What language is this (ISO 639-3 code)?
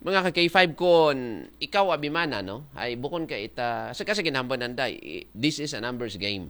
akl